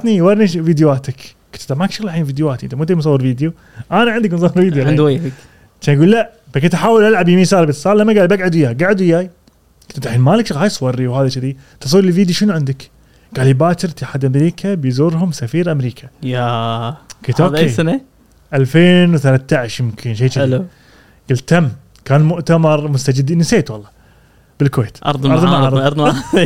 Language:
Gulf Arabic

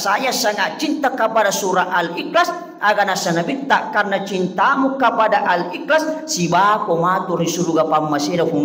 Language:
Buginese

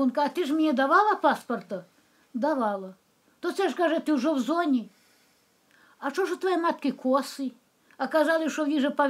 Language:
Ukrainian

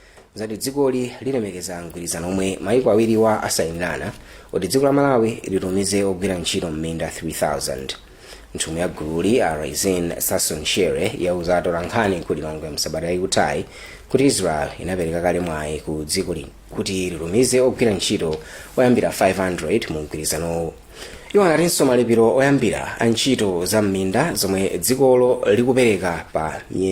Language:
Nyanja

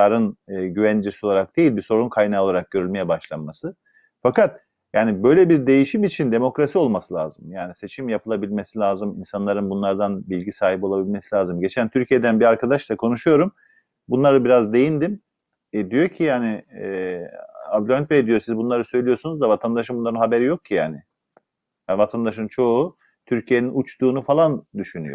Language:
Turkish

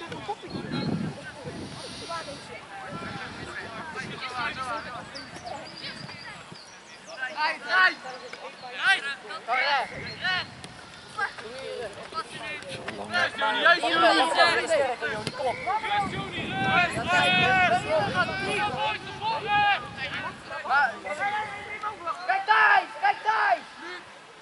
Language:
Dutch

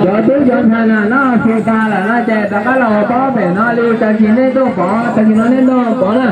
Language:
Hmong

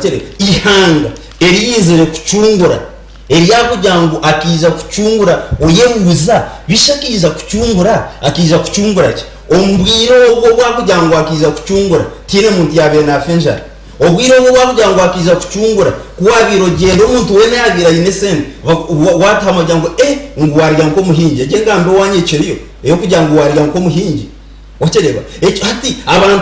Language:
Nyankole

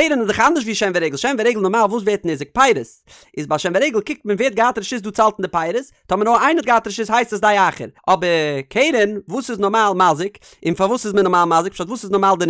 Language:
Yiddish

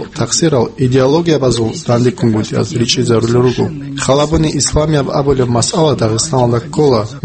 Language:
Avaric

